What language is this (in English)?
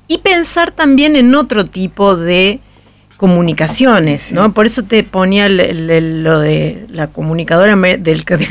Spanish